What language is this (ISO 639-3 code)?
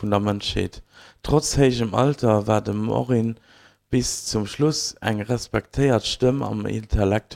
ltz